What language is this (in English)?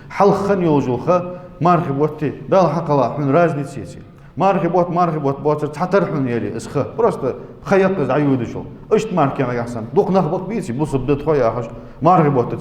Ingush